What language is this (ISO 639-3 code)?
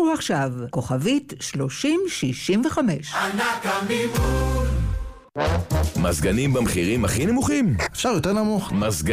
heb